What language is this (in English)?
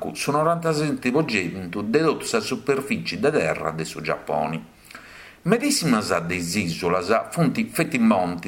Sardinian